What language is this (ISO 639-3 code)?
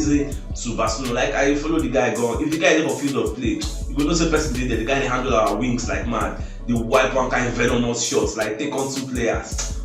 pcm